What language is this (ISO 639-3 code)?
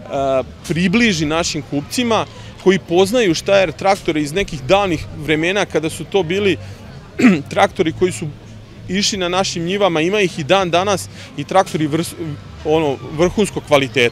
srp